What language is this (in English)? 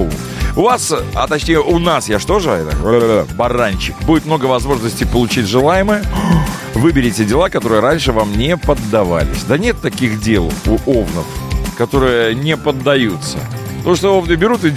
Russian